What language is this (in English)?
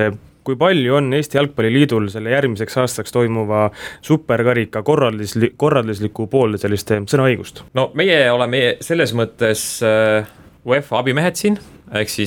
Estonian